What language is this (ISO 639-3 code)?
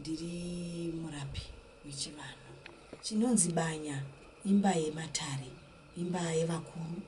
sna